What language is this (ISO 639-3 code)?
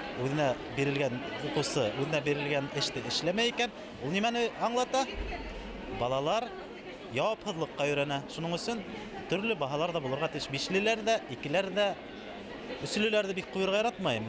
bak